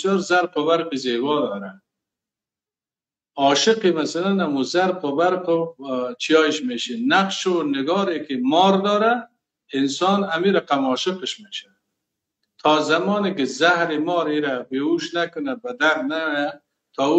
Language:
Persian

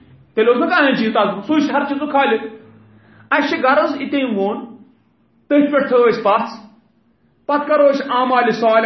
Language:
Kashmiri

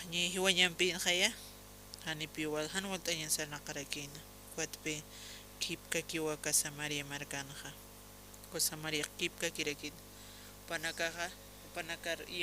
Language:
Aymara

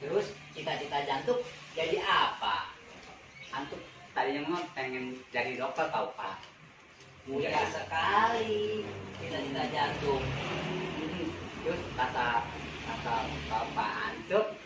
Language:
Betawi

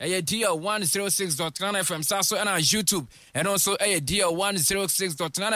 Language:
Akan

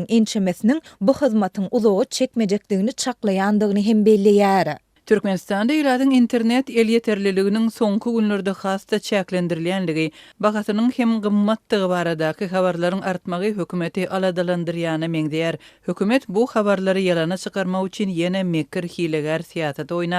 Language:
Turkmen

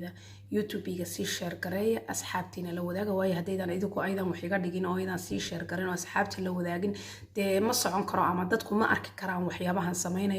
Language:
Somali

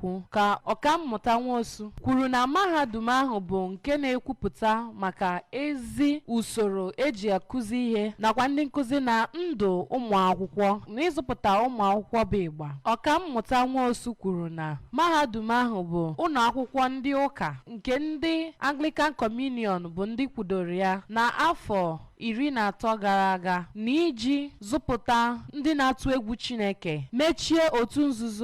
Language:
Igbo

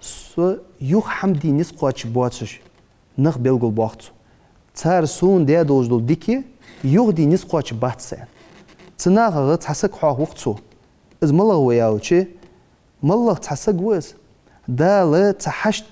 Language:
Ingush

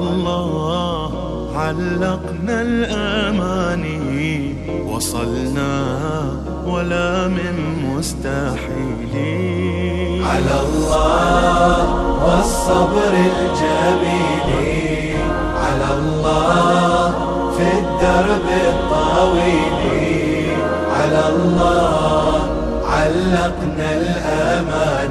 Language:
Arabic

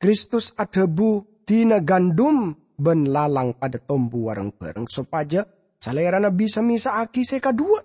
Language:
Madurese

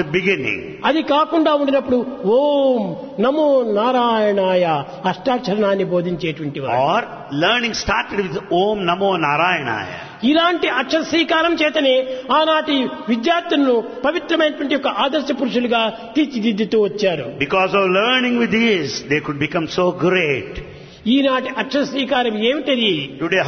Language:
Telugu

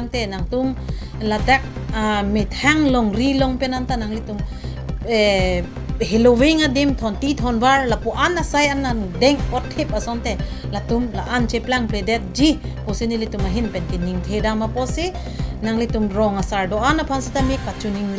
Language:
Karbi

